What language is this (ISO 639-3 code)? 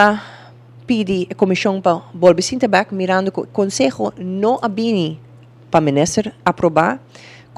pap